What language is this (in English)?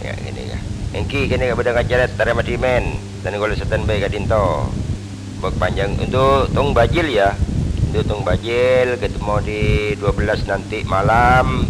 Madurese